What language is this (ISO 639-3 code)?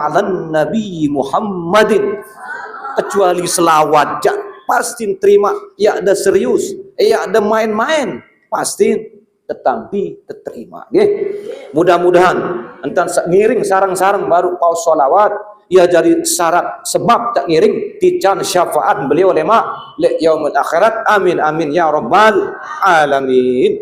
sas